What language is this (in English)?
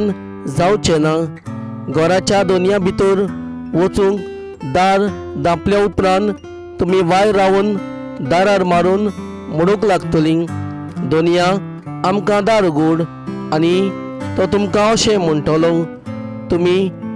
Konkani